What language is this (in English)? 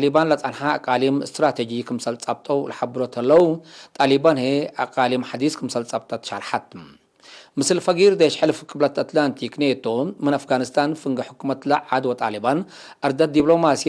Tigre